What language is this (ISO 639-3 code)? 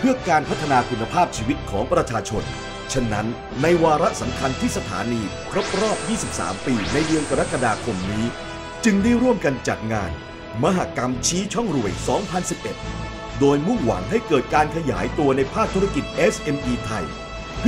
tha